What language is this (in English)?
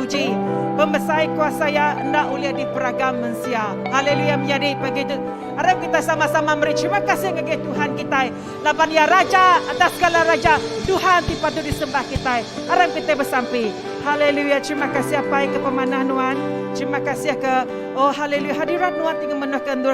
Iban